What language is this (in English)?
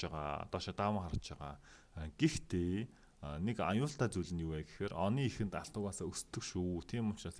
Mongolian